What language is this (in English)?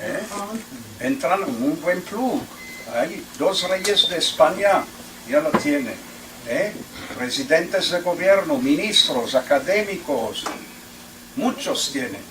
Ladino